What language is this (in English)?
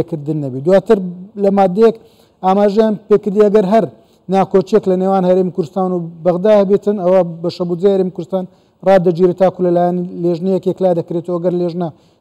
Central Kurdish